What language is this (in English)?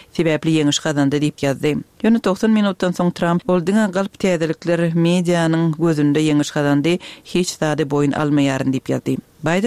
Kyrgyz